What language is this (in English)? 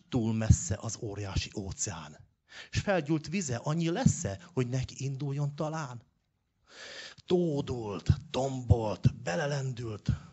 Hungarian